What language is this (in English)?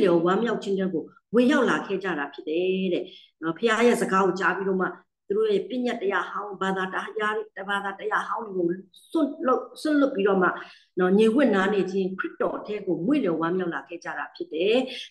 Burmese